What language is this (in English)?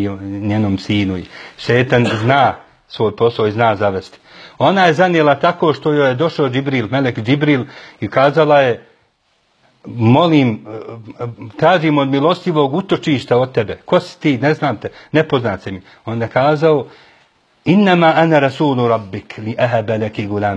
Bosnian